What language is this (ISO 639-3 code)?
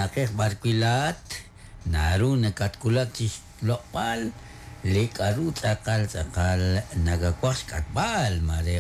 kek